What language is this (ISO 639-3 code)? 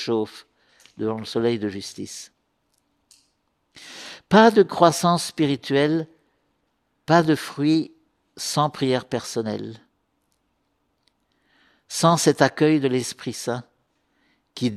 fra